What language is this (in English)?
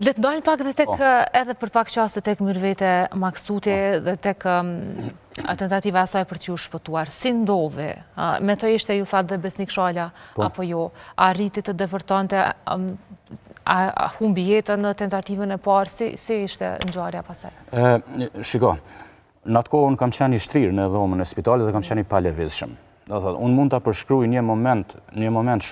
Albanian